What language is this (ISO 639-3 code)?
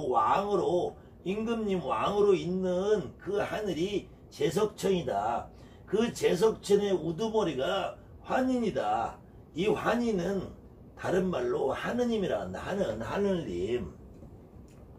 kor